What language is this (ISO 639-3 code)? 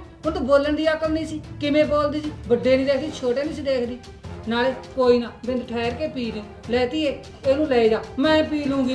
pan